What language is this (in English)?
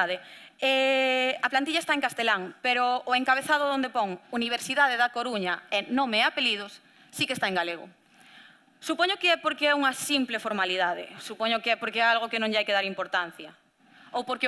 Galician